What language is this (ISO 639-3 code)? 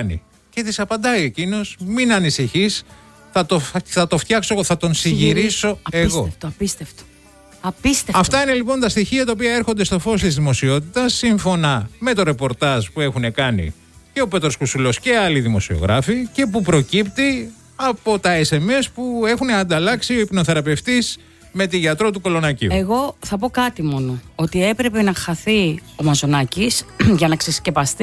ell